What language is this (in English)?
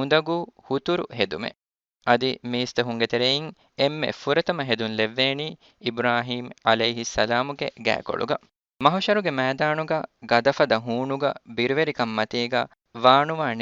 Divehi